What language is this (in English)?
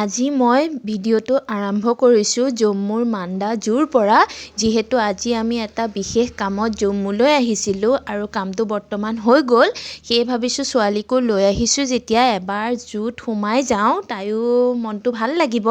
Assamese